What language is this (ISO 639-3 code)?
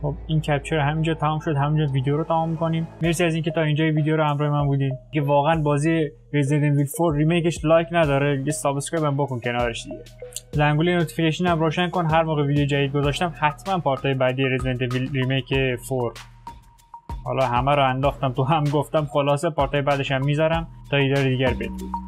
fas